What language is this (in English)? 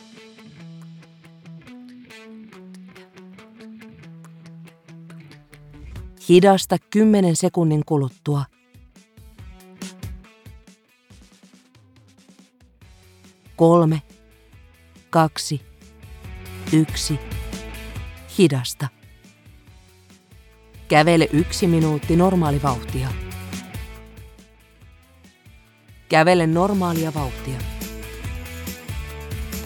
Finnish